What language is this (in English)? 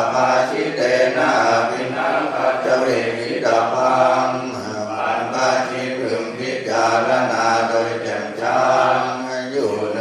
Pali